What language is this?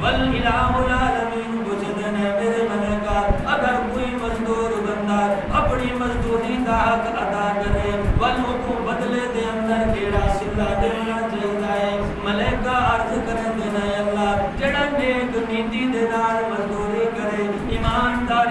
Saraiki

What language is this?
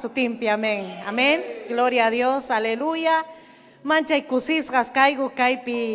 Ayacucho Quechua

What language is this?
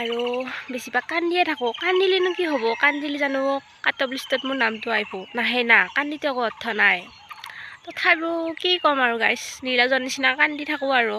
Assamese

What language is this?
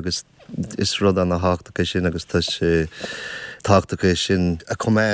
Irish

